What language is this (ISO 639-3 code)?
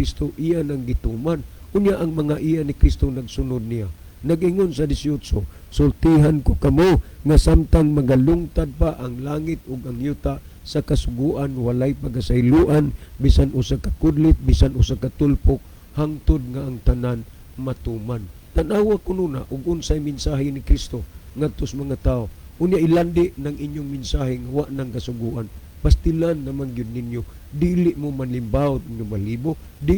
ceb